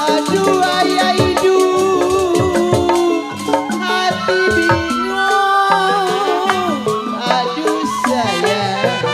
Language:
Betawi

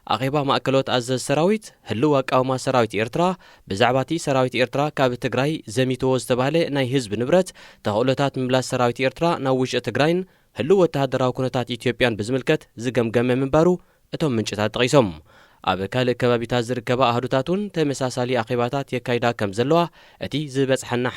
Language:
Tigrinya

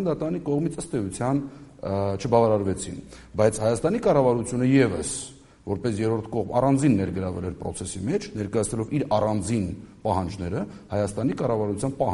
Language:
Armenian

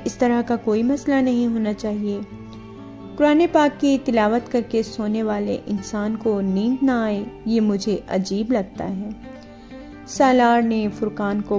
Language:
Urdu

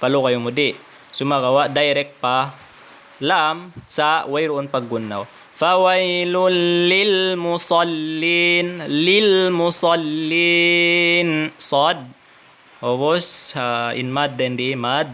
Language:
Tausug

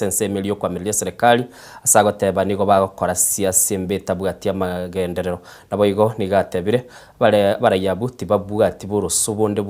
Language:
Gusii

